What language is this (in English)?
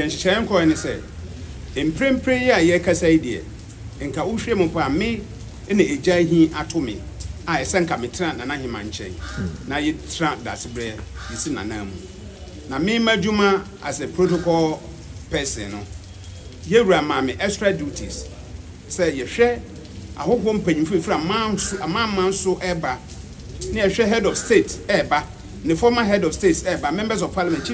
Akan